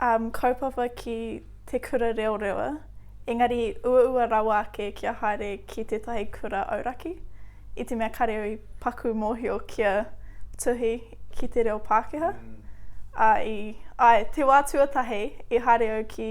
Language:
Māori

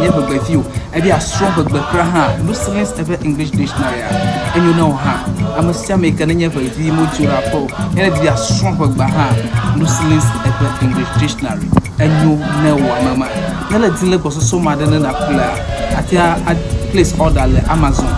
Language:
Ewe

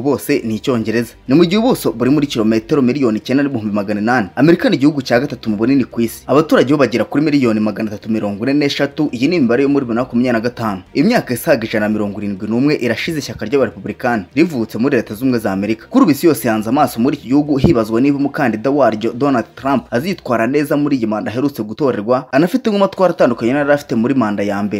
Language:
Kinyarwanda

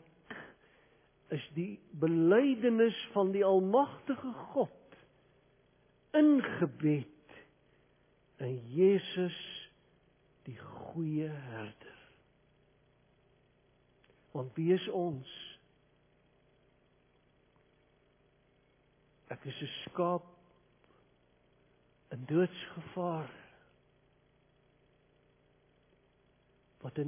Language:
Afrikaans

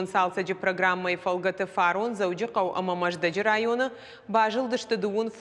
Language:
Ossetic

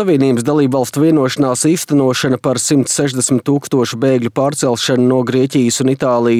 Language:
Latvian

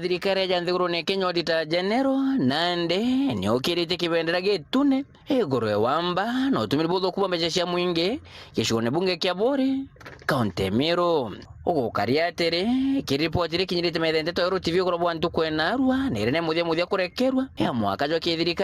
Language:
Meru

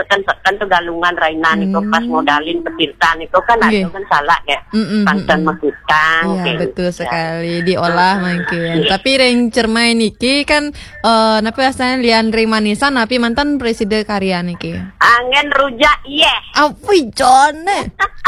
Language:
Balinese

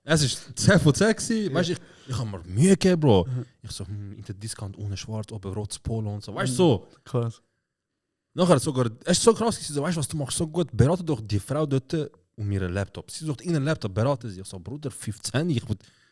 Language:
Swiss German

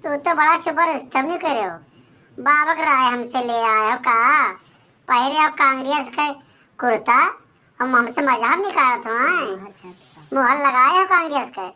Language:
Awadhi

